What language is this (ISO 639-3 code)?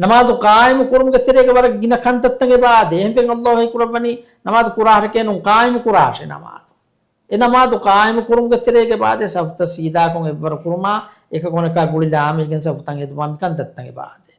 div